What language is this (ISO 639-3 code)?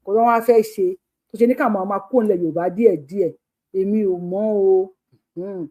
yor